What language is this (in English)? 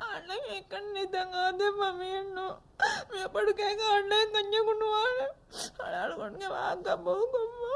Divehi